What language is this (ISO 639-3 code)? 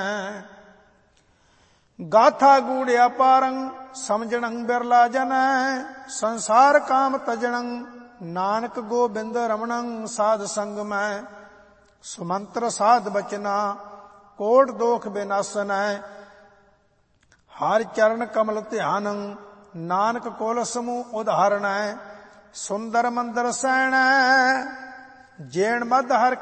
pan